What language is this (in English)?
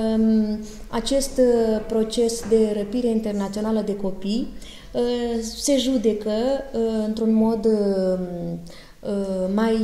Romanian